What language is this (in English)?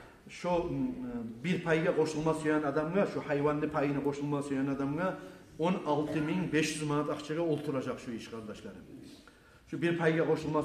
Kumyk